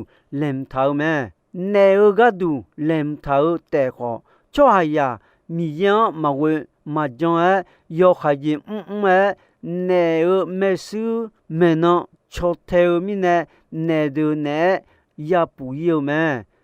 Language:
Akha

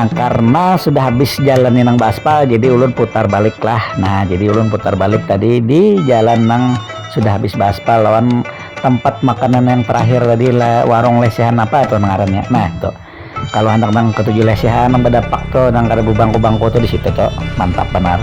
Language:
Banjar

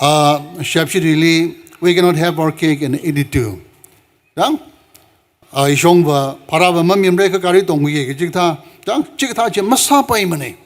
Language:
Tangkhul Naga (India)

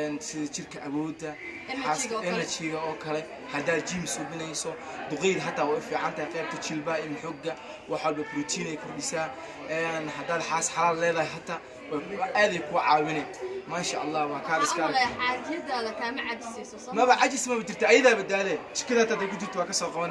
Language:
Somali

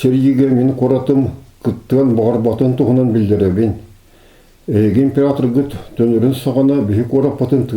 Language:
Yakut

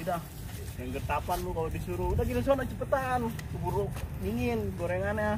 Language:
Betawi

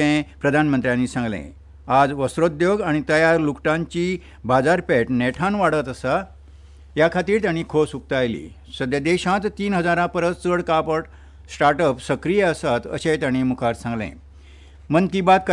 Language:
Konkani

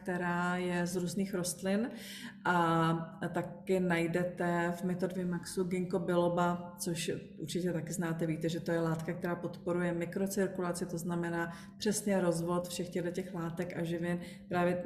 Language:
Czech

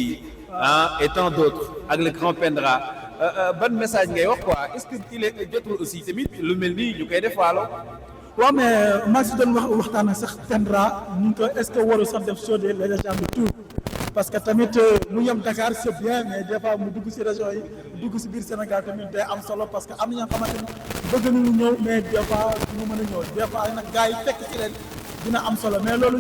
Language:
Wolof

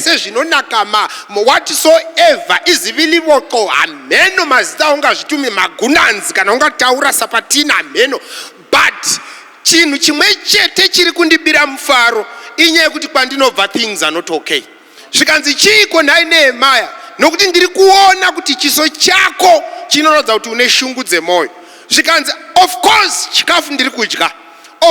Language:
Shona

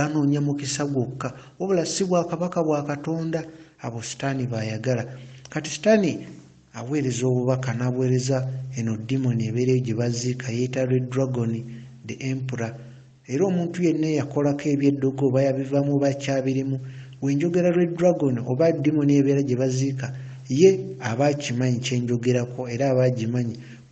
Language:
Ganda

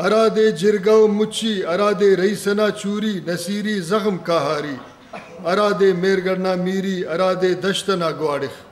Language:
Brahui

